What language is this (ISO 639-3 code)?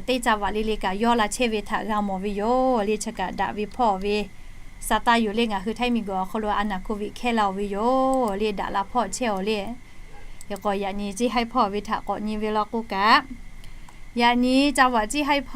lhu